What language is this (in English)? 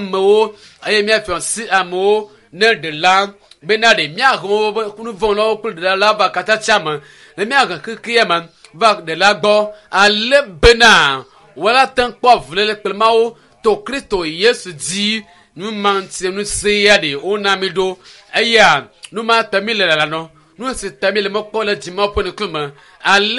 Ewe